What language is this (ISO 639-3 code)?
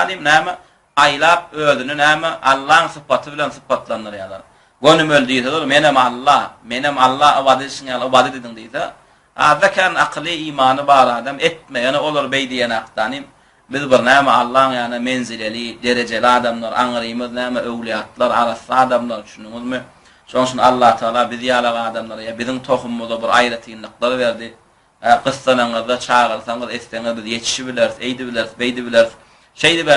tuk